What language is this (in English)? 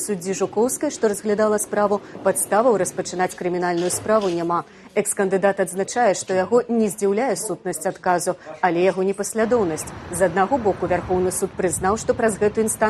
Belarusian